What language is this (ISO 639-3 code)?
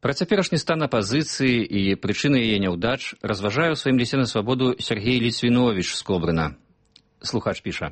bel